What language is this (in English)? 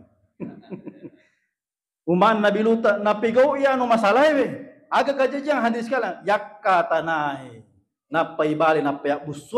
Buginese